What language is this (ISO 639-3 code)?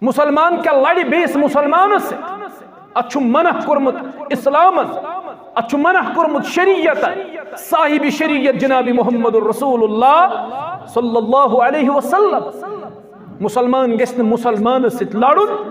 kas